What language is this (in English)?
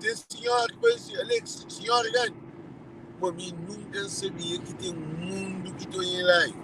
Kabuverdianu